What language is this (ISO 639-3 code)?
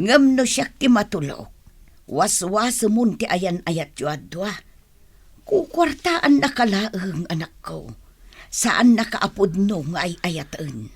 ilo